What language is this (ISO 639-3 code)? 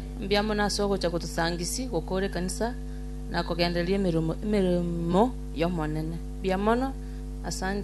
guz